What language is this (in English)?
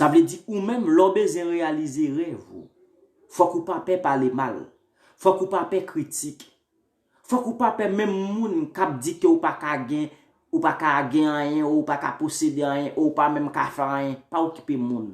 Haitian Creole